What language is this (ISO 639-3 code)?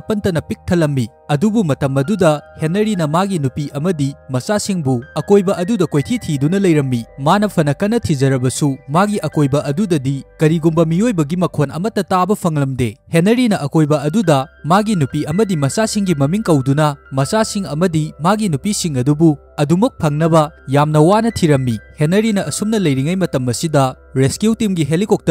mni